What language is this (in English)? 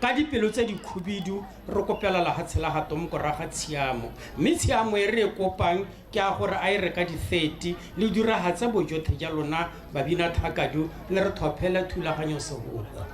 Tswana